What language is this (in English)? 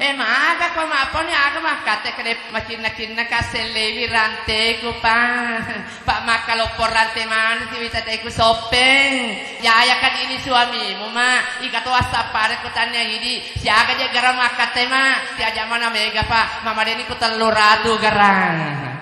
Buginese